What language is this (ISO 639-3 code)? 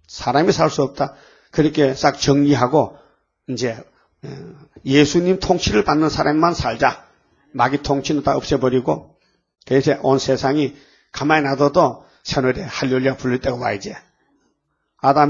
kor